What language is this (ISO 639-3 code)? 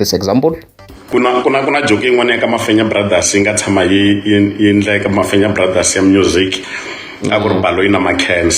tso